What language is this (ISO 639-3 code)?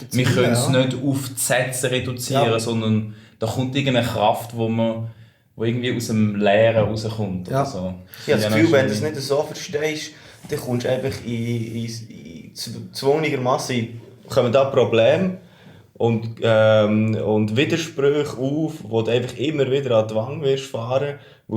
gsw